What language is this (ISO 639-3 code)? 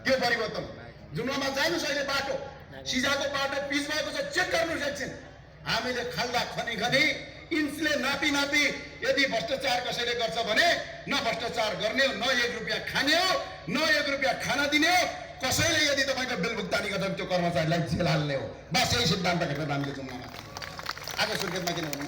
nep